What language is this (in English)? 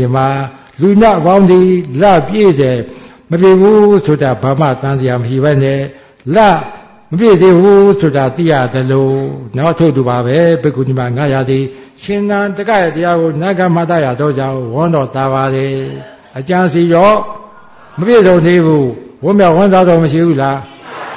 Burmese